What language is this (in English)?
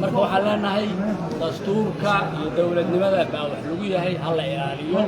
Somali